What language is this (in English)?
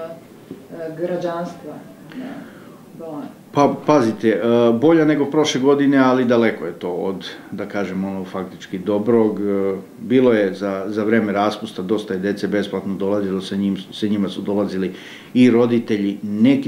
Serbian